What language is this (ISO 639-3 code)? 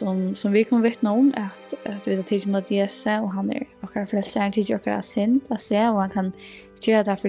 fao